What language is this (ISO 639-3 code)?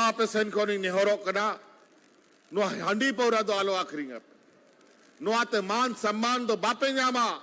sat